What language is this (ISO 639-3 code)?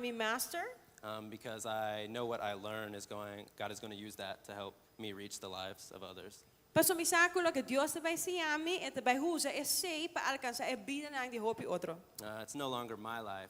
pap